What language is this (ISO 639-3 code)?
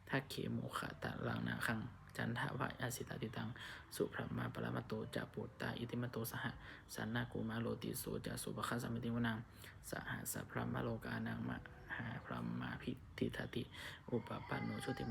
pli